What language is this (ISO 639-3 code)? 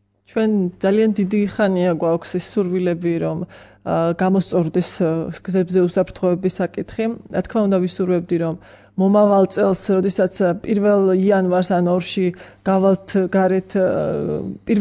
kat